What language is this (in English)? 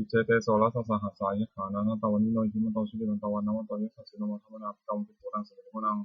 Pali